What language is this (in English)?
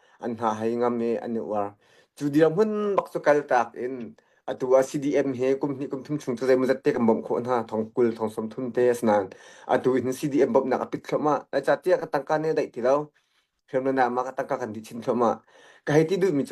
Hakha Chin